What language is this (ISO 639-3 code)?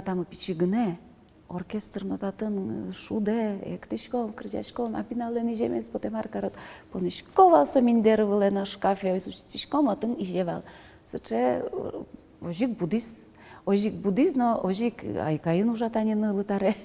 udm